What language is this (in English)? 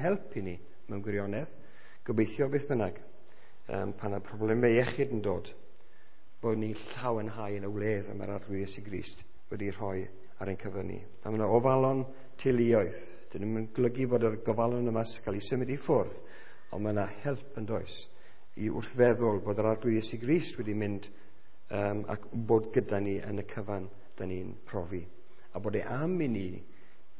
Welsh